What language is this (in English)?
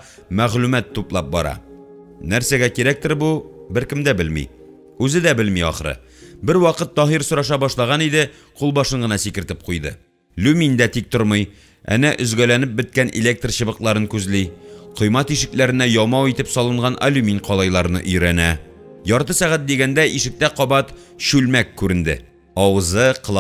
Tatar